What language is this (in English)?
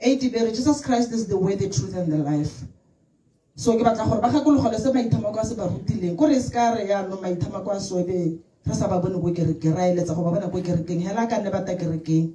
Tswana